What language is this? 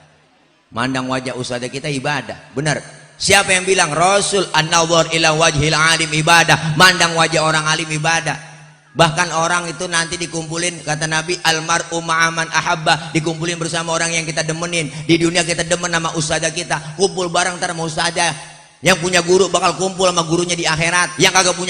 Betawi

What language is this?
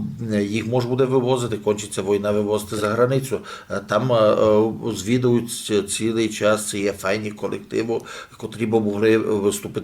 Rusyn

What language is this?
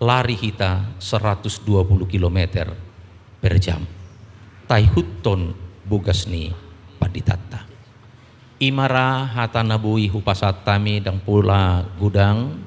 Batak Toba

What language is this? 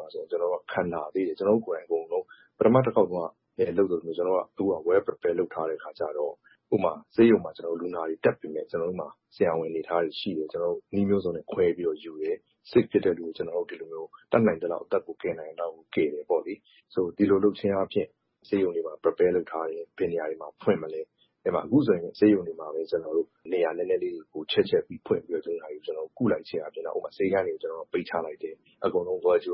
Burmese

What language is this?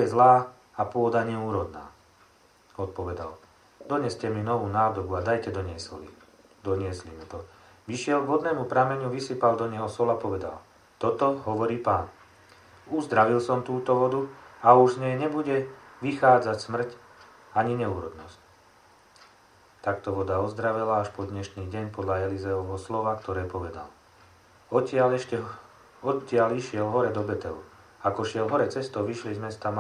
Slovak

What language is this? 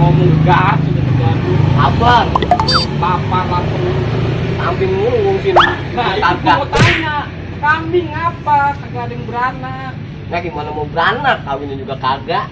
Betawi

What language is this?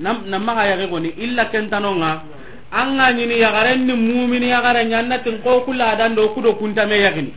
Soninke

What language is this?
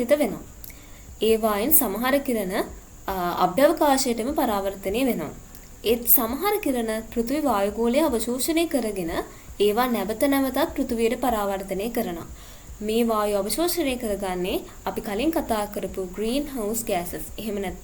Sinhala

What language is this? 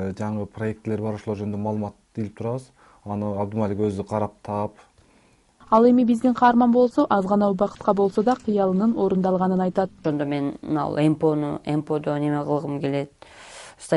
Kyrgyz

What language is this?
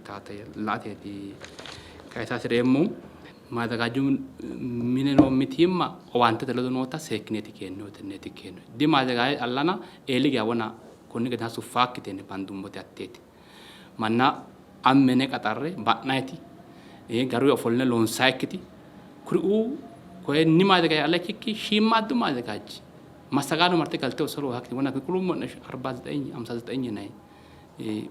Sidamo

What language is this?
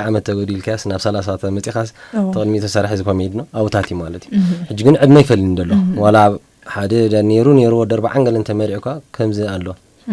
Tigrinya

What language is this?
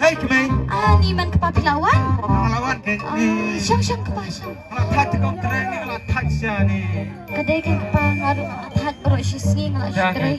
Khasi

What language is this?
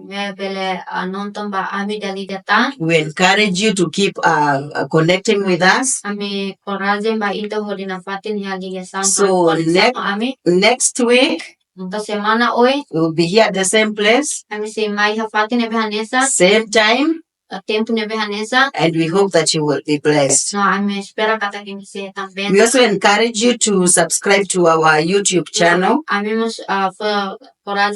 Tetum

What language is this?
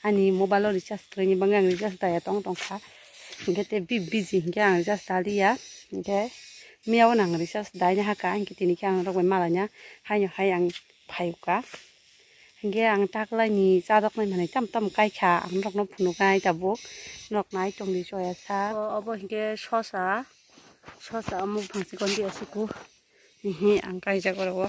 Kok Borok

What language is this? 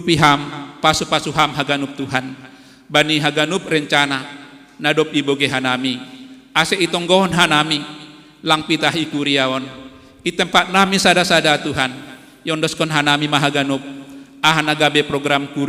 Batak Simalungun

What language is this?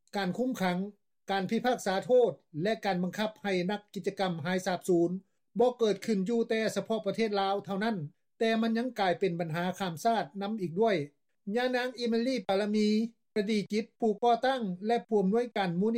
Lao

